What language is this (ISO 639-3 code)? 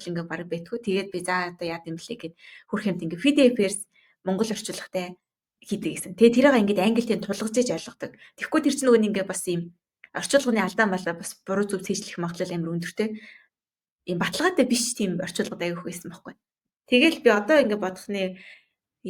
mon